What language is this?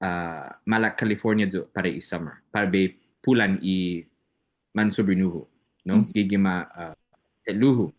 Chamorro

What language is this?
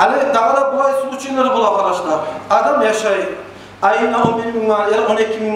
Kumyk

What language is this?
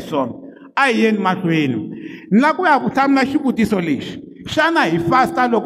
Tsonga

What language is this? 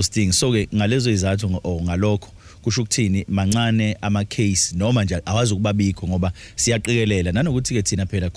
Zulu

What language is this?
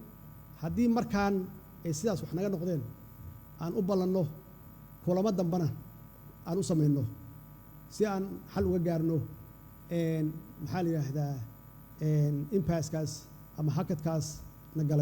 Somali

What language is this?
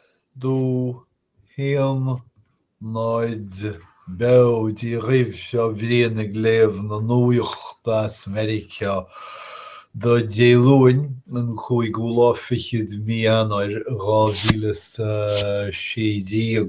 Irish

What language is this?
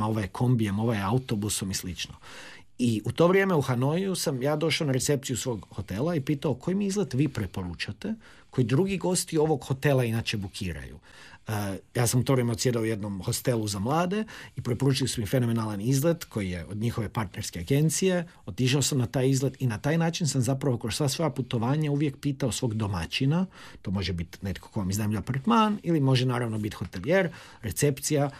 Croatian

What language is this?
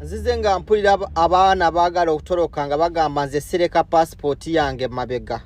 Ganda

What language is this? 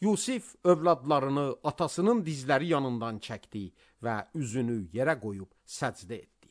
Azerbaijani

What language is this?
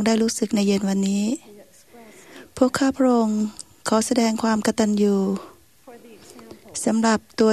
Thai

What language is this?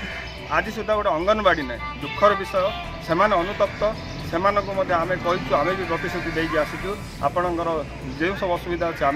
Odia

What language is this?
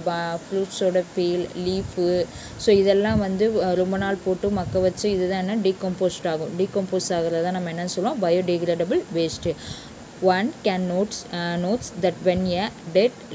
Tamil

